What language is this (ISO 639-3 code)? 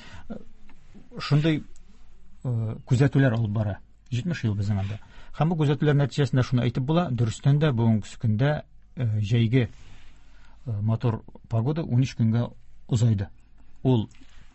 tat